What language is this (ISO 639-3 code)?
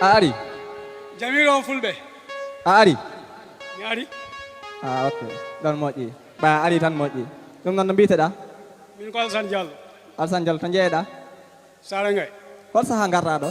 ful